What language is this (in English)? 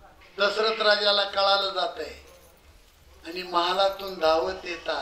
Marathi